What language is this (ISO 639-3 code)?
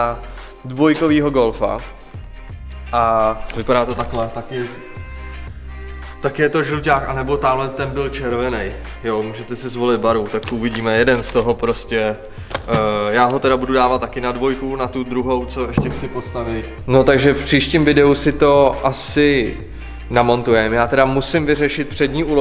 ces